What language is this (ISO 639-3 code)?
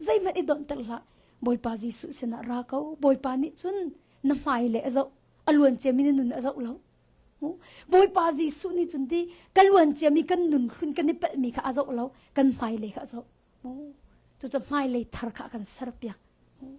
cnh